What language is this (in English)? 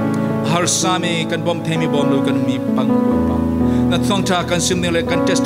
Falam Chin